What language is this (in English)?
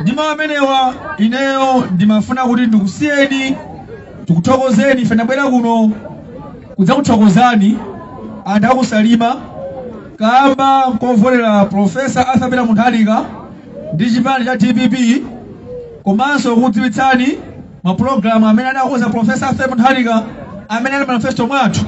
Nyanja